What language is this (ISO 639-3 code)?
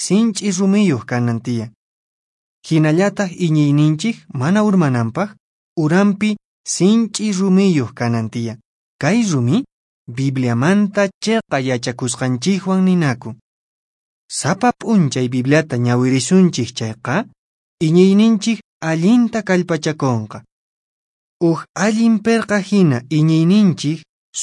que